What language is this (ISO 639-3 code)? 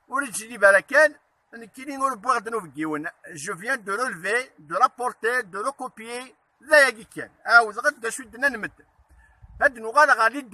kab